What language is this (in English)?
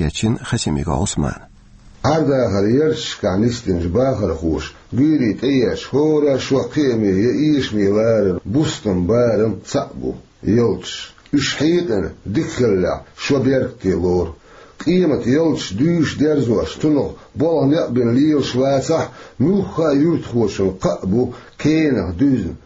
Chechen